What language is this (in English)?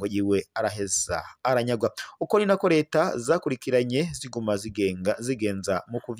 Rundi